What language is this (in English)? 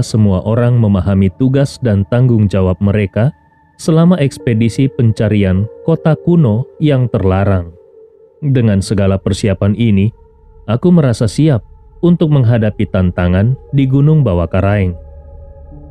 Indonesian